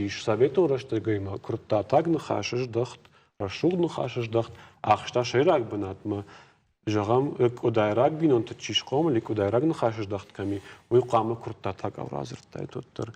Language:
Ossetic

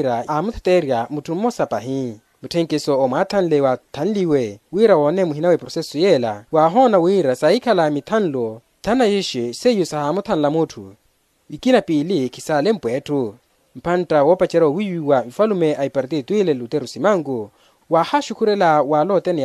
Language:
Makhuwa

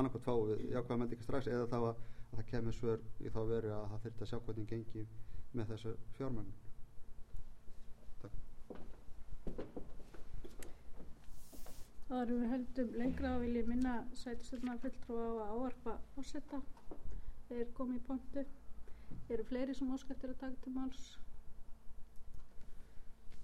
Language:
Icelandic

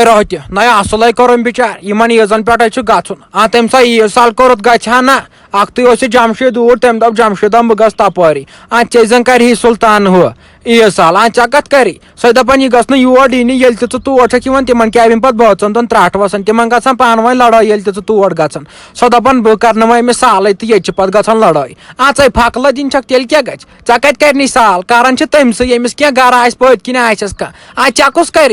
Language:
Kashmiri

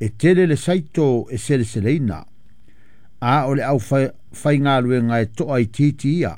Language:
Samoan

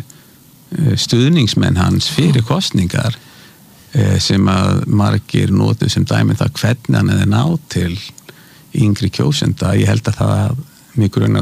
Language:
Icelandic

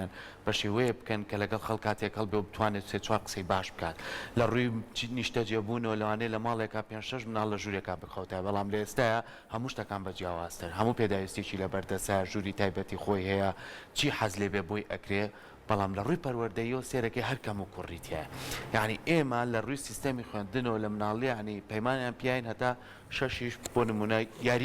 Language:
Central Kurdish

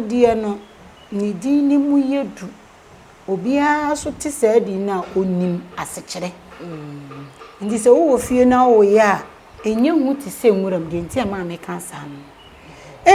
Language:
Akan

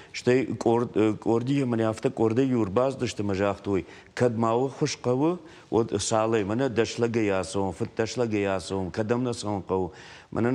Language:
Ossetic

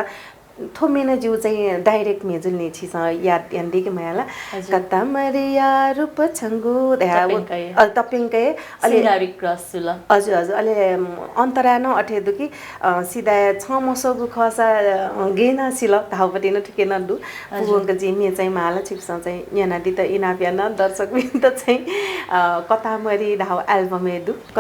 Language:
Newari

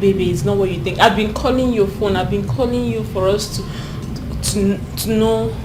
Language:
Nigerian Pidgin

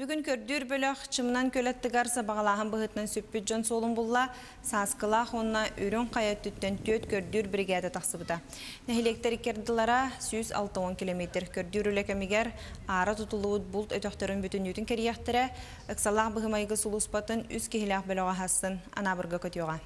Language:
Yakut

